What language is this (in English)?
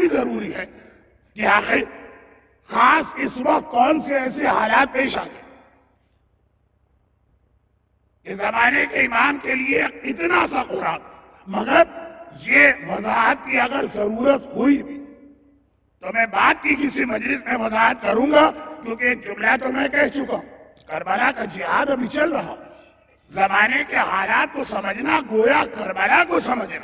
Urdu